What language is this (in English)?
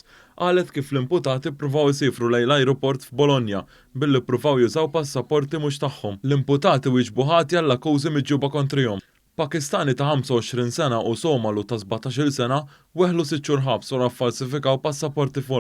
Maltese